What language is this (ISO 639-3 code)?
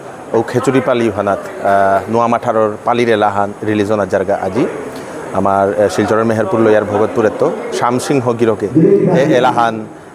bpy